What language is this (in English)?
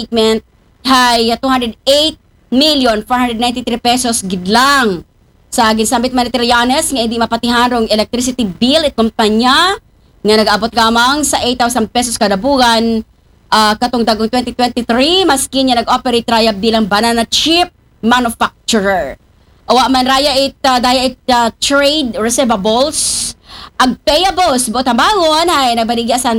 Aklanon